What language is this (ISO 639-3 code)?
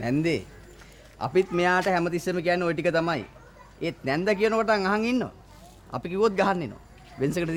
sin